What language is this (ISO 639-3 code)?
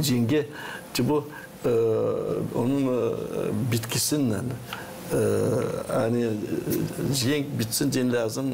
gag